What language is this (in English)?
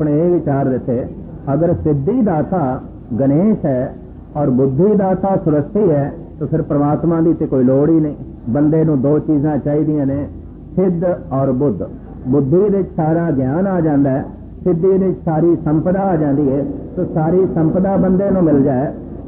Punjabi